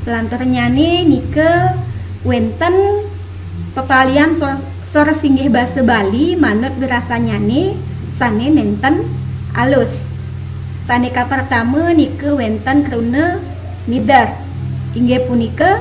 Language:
Balinese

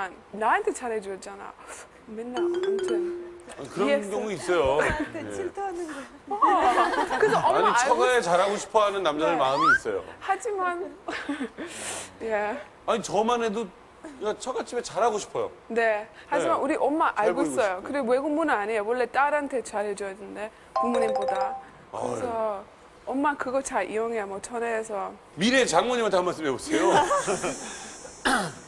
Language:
Korean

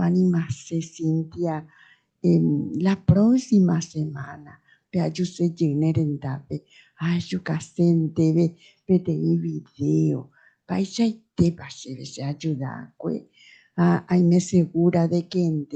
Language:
Guarani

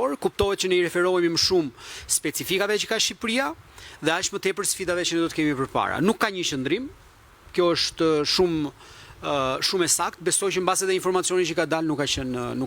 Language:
Albanian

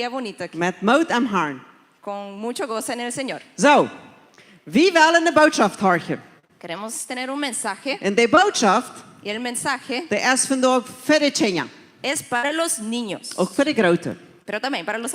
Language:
Plautdietsch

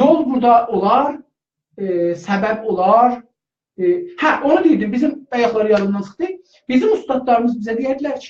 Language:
South Azerbaijani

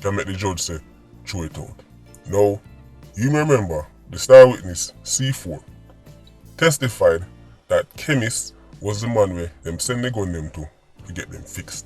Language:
Jamaican Creole English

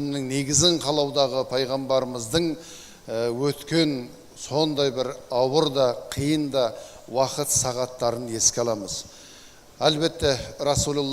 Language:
Kazakh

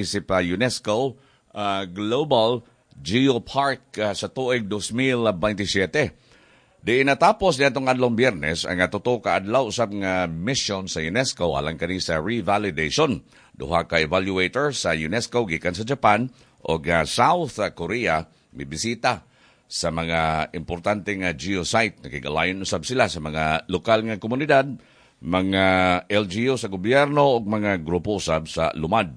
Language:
Cebuano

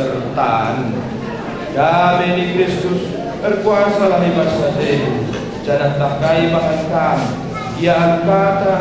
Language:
Batak Karo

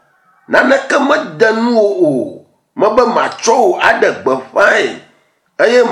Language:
Ewe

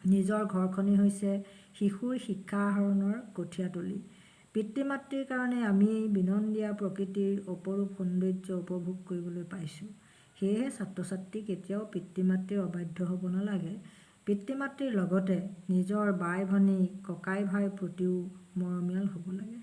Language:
Assamese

